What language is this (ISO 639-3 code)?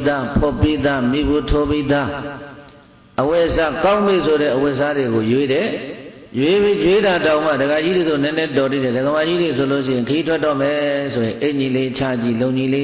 mya